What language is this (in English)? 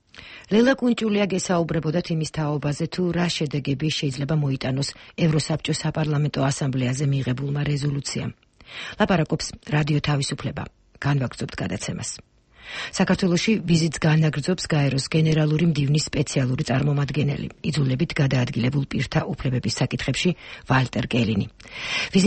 Georgian